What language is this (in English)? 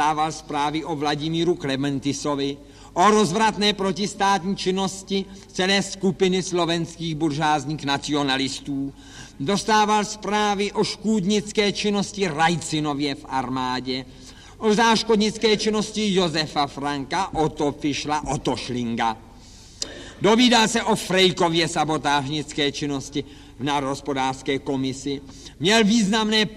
Czech